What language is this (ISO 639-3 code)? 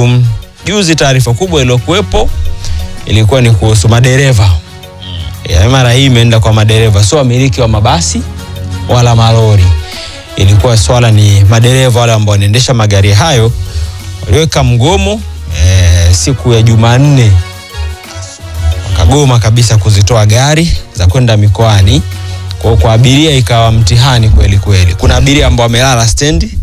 swa